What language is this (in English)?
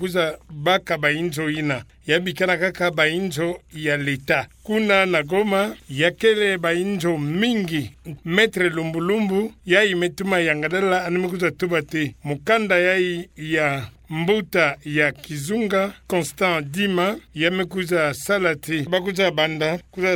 Kituba (Democratic Republic of Congo)